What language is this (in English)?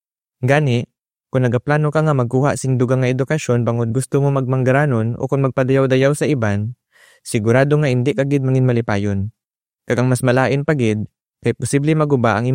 Hiligaynon